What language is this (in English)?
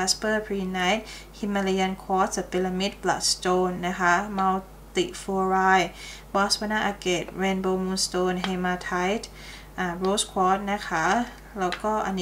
Thai